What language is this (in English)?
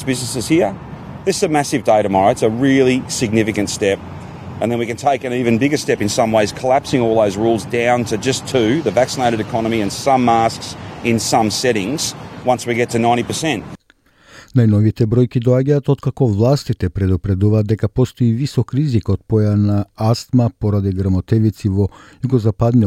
Macedonian